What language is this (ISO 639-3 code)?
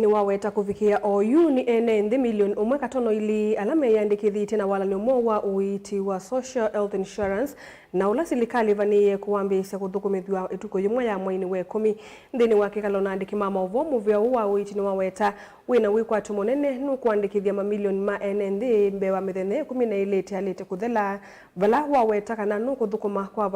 kam